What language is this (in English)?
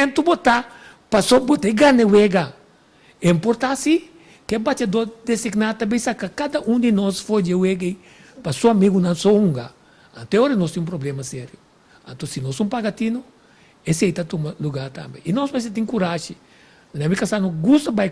Papiamento